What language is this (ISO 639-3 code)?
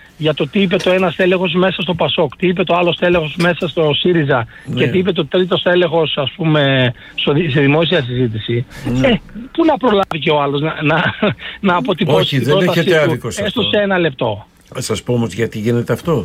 ell